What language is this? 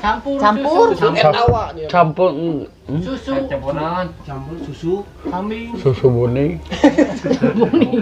Sundanese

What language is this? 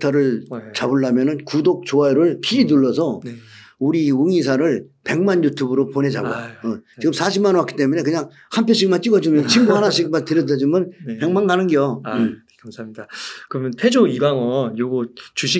Korean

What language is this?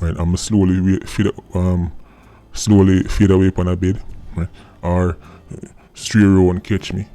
Jamaican Creole English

